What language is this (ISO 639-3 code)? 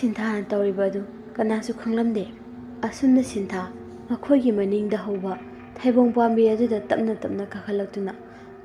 mni